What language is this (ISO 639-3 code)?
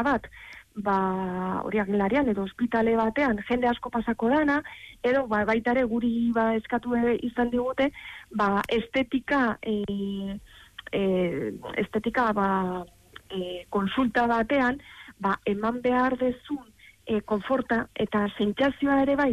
eus